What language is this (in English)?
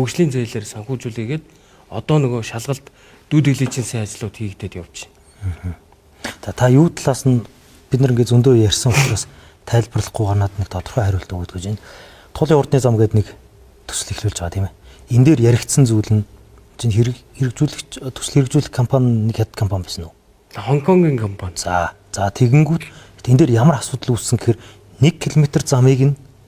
Mongolian